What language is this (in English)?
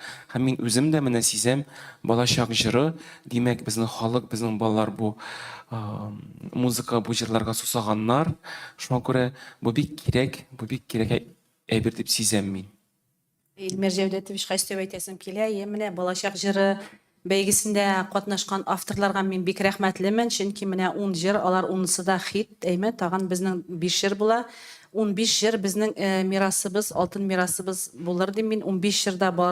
Tatar